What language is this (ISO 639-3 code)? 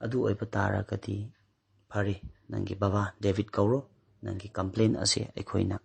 mni